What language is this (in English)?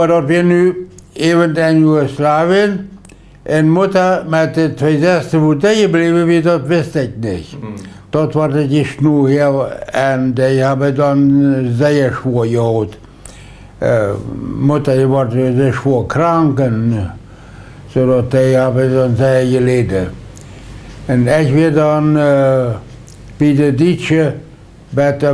Plautdietsch